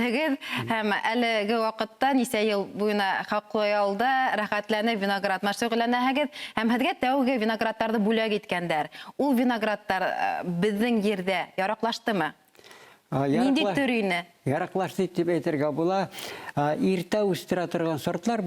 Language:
Bashkir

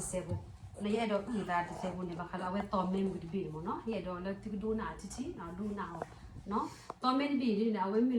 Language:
S'gaw Karen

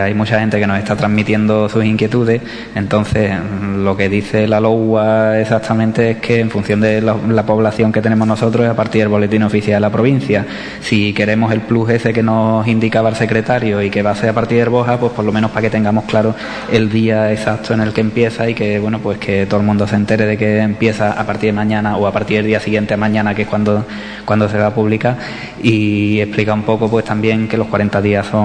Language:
Spanish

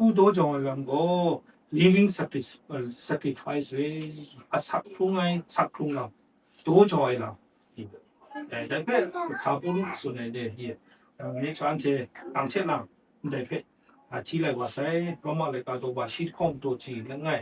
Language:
Kachin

